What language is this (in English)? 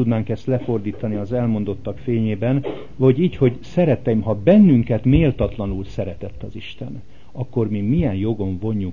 Hungarian